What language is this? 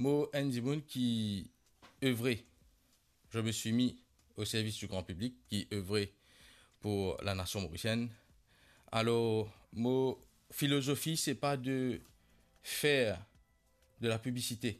Morisyen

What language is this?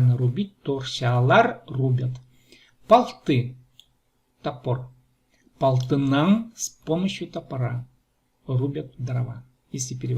Khakas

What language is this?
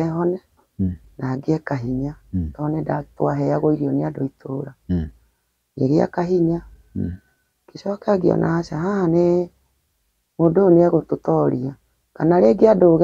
Kikuyu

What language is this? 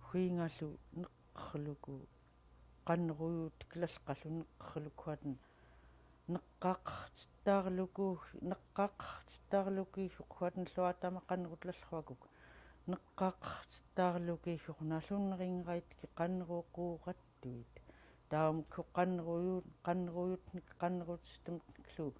Central Yupik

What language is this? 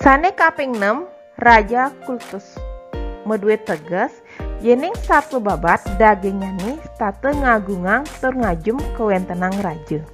Balinese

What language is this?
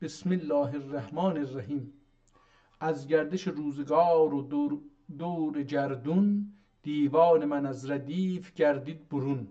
South Azerbaijani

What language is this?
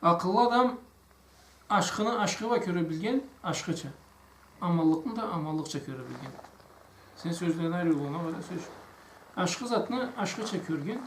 Karachay-Balkar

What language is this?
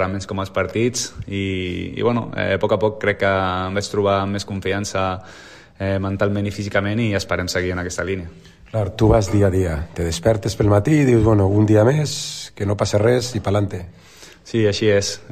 Catalan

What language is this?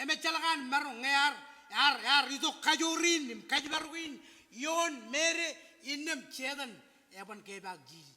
Marshallese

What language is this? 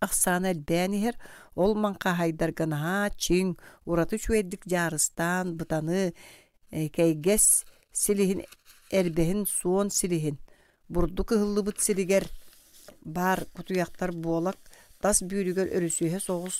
Yakut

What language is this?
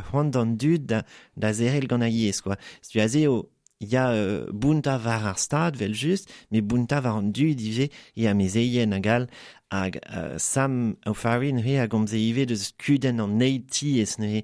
Breton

